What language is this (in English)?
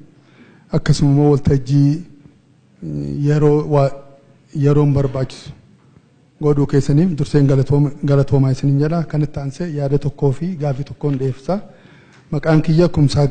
Oromo